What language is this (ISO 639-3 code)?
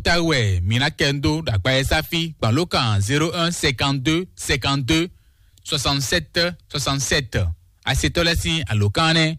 fon